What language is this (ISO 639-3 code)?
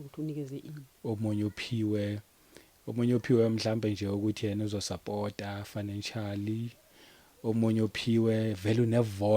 zul